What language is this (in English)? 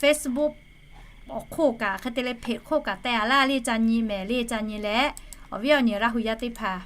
Lahu